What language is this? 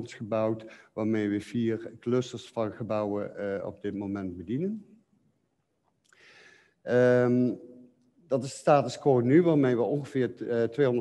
Dutch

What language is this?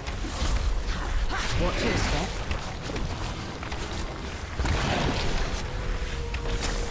English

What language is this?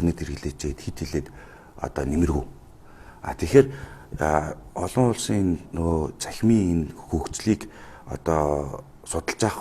Mongolian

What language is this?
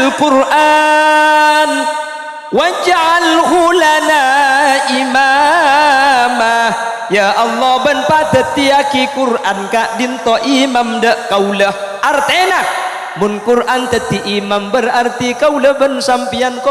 Madurese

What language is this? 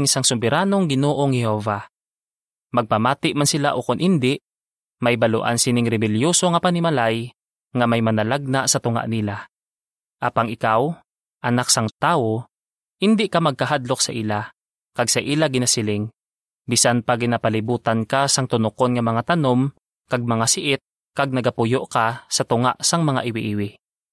Hiligaynon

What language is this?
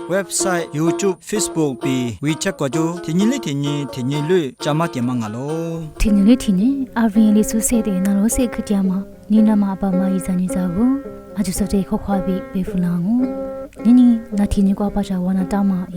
Lisu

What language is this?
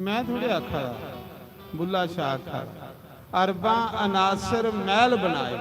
Dogri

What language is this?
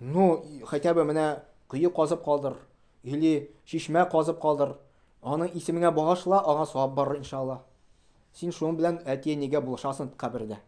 Tatar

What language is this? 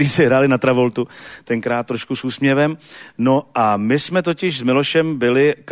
Czech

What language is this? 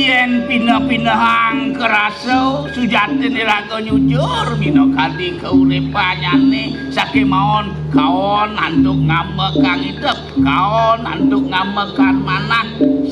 Balinese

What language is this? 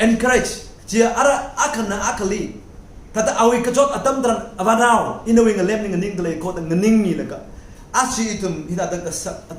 Tangkhul Naga (India)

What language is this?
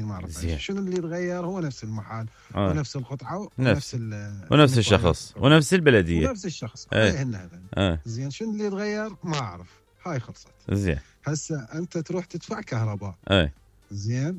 Mesopotamian Arabic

